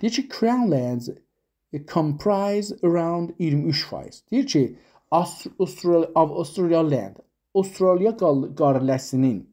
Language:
South Azerbaijani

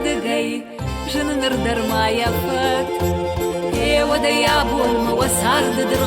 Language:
Ossetic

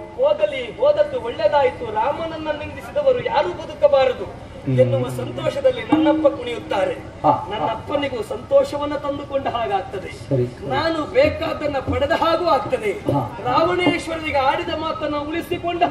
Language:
Kannada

